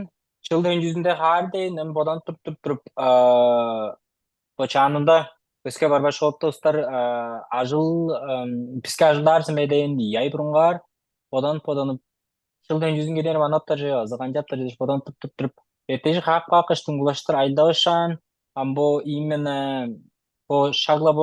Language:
Tuvinian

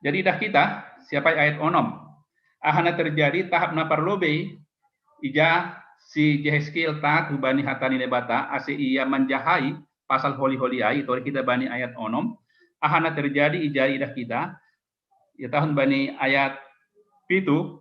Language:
Batak Simalungun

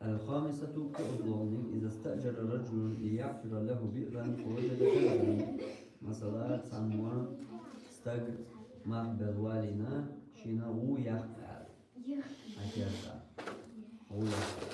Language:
Chechen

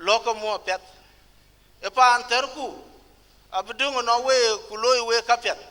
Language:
Dinka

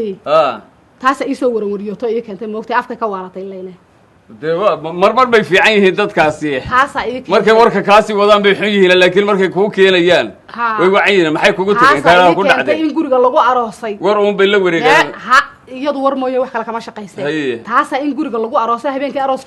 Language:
Somali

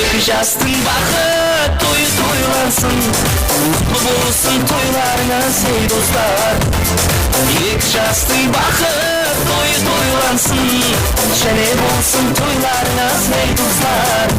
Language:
Kara-Kalpak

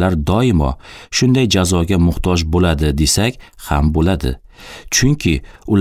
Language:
Uzbek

